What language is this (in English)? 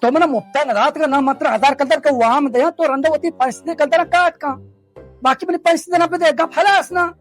Baluchi